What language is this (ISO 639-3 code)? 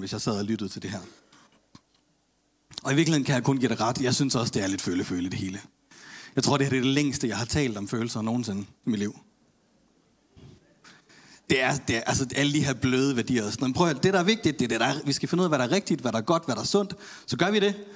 dan